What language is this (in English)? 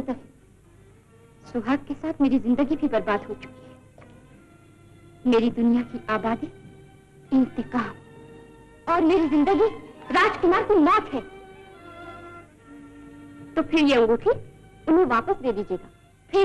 Hindi